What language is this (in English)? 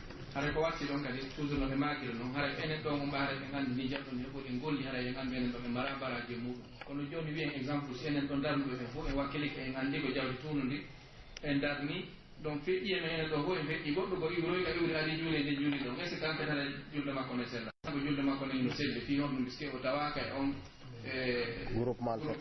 Pular